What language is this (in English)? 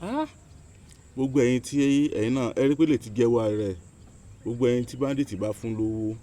Yoruba